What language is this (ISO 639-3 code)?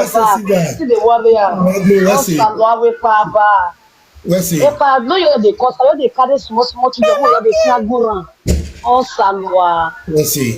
pcm